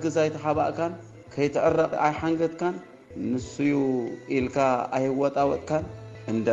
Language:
Tigrinya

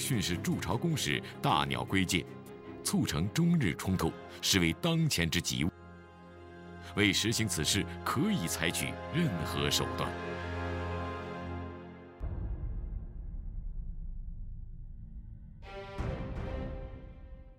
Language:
Chinese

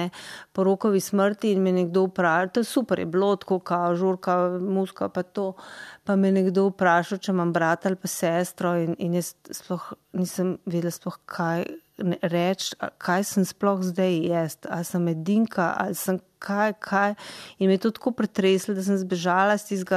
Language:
Slovenian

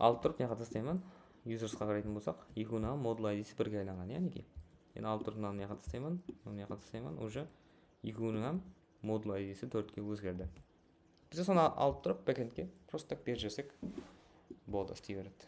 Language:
Kara-Kalpak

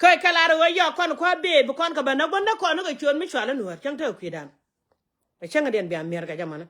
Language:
Nuer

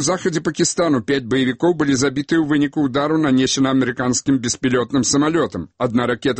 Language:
Belarusian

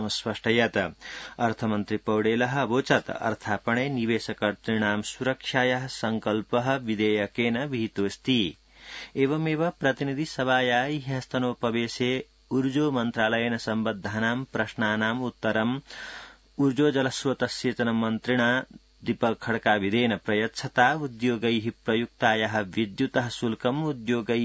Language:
Sanskrit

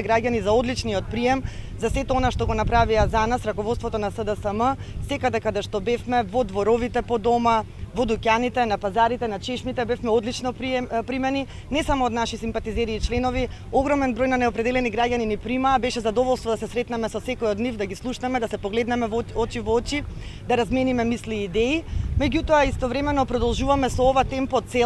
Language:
Macedonian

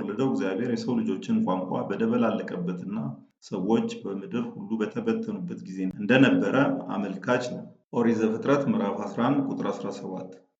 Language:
Amharic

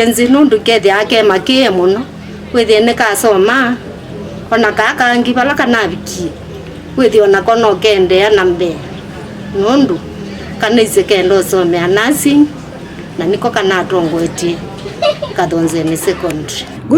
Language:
Kamba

